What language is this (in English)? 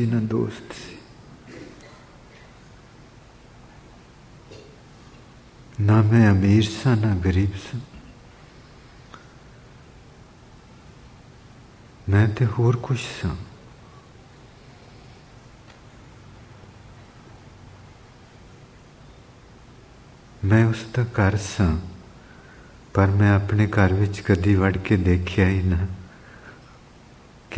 Punjabi